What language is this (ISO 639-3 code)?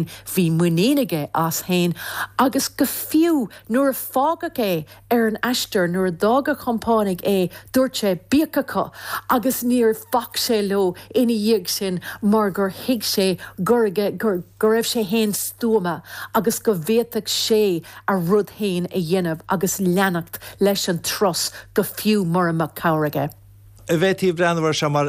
gle